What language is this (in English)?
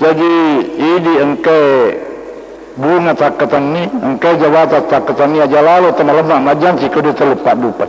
Buginese